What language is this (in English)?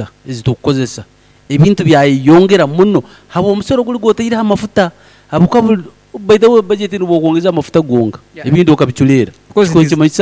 Nyankole